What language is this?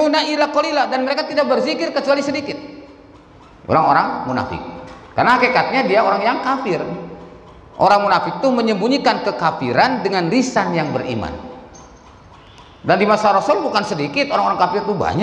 Indonesian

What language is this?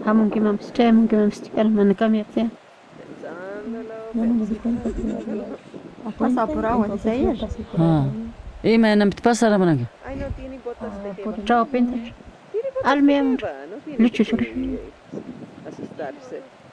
Spanish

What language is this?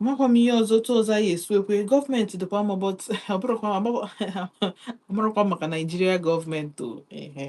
Igbo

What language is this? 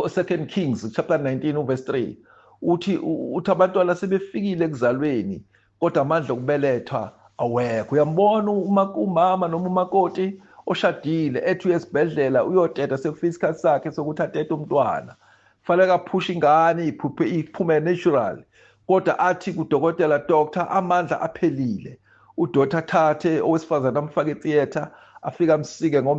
Zulu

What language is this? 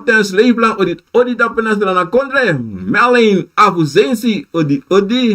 Sranan Tongo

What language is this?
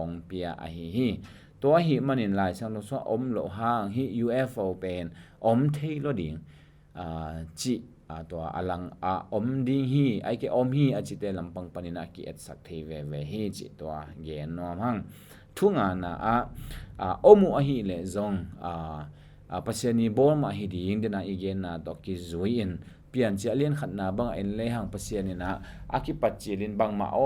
Tedim Chin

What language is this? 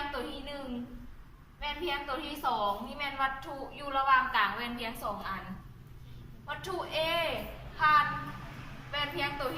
Lao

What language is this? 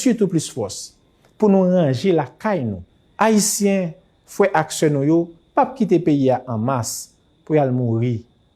Haitian Creole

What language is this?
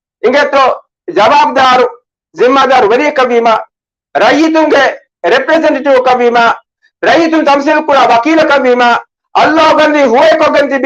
Divehi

